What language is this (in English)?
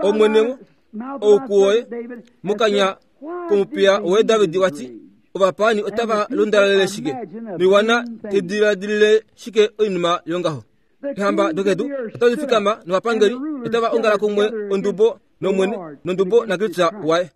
Kuanyama